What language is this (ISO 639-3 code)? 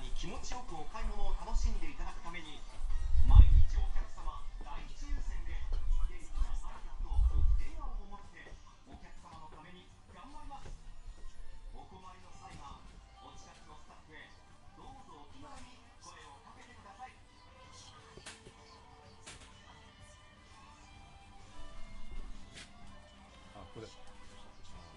jpn